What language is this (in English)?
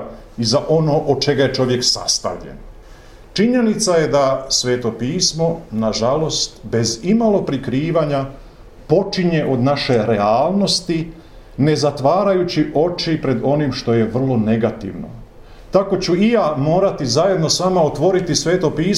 Croatian